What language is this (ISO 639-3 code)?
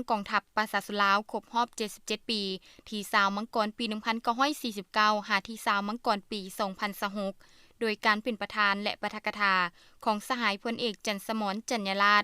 lao